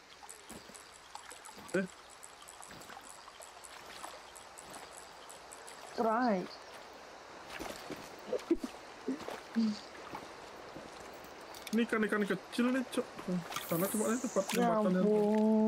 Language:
Indonesian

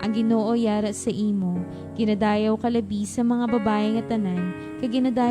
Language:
Hiligaynon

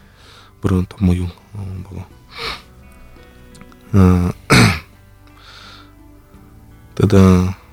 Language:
Buriat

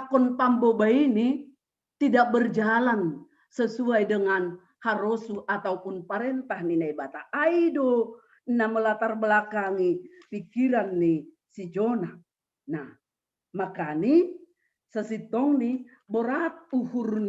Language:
Batak Simalungun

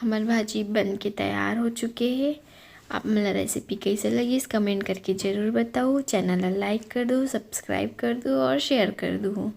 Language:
Chhattisgarhi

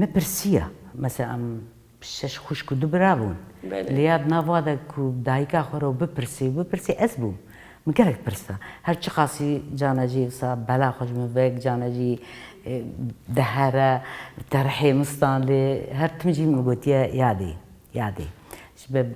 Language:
Kurdish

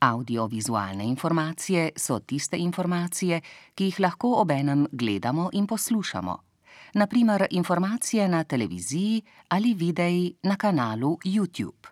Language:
Slovenian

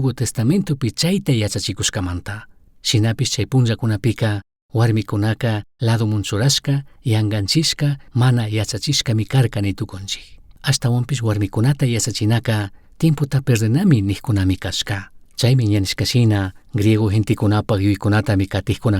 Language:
Chimborazo Highland Quichua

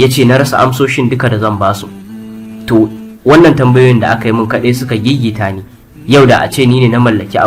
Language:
Hausa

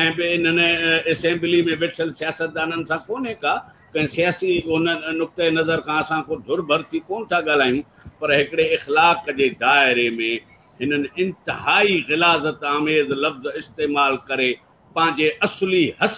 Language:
Sindhi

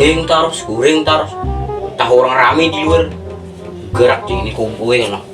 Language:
Banjar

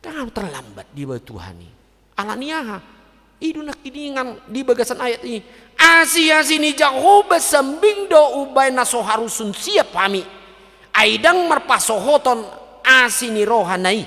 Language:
Batak Toba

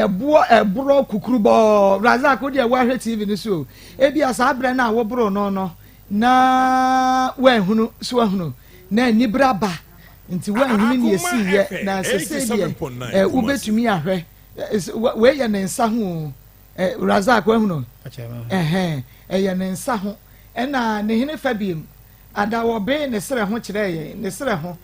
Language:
Akan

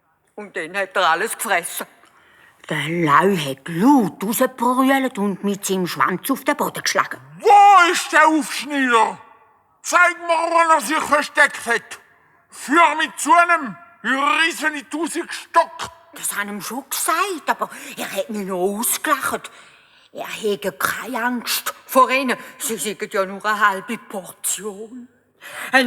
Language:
Swiss German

